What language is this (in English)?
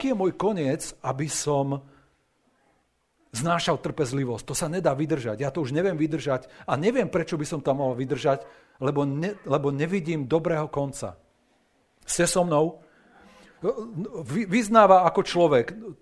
Slovak